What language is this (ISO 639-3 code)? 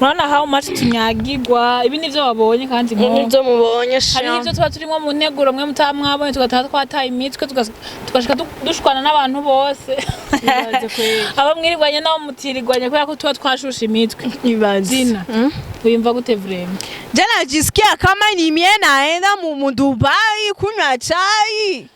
run